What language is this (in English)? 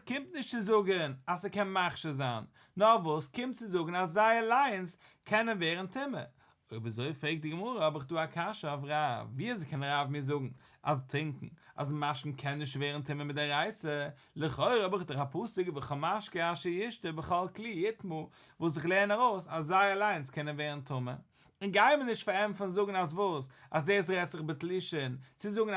Yiddish